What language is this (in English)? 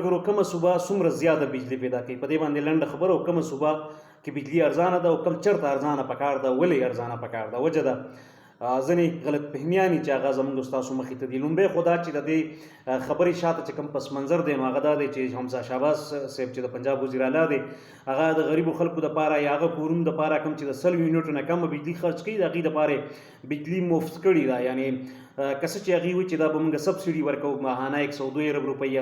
Pashto